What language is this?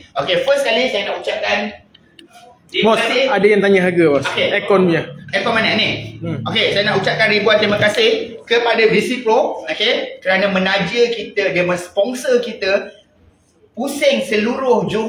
Malay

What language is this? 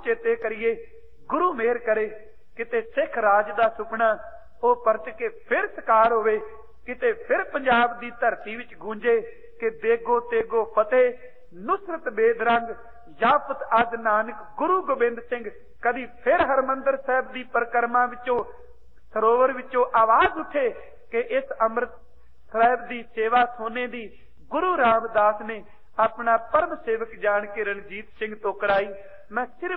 Punjabi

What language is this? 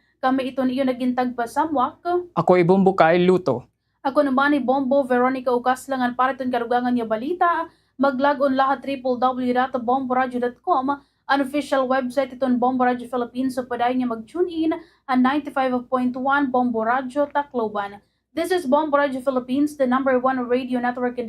Waray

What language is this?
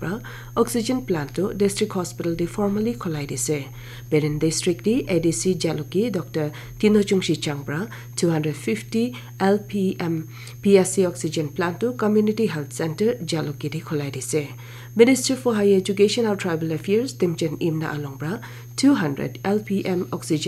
Naga Pidgin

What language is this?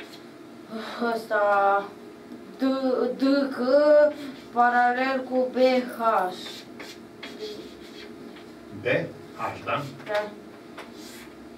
Romanian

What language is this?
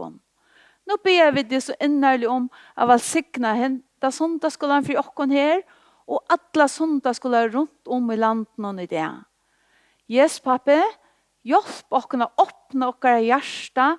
Faroese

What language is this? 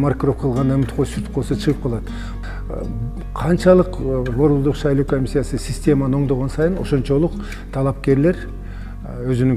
Kyrgyz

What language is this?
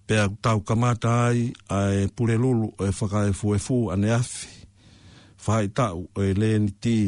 Tongan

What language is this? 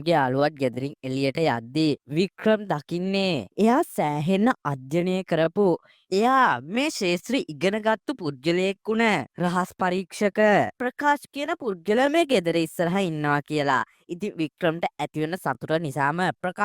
Sinhala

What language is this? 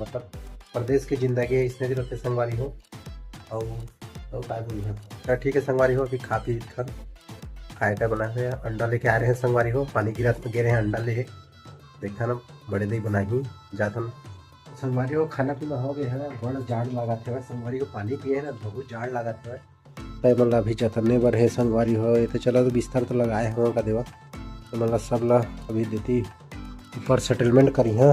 Chhattisgarhi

